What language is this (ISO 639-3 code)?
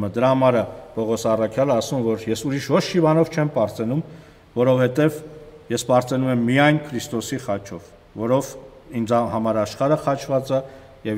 hye